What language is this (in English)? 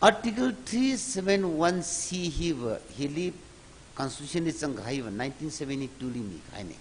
Tangkhul Naga (India)